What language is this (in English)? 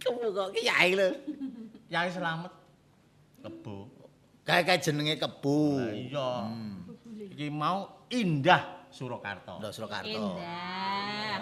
Javanese